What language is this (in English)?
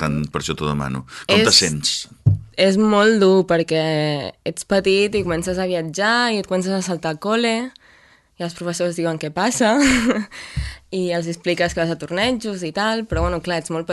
Catalan